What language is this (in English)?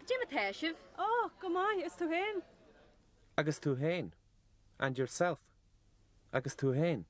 Irish